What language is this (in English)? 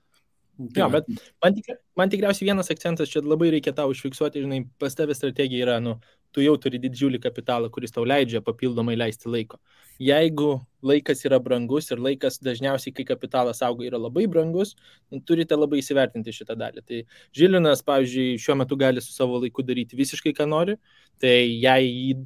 Lithuanian